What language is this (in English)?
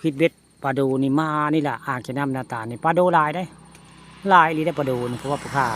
Northeastern Thai